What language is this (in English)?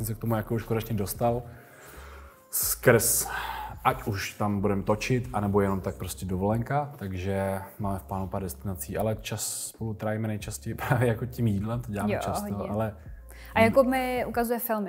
Czech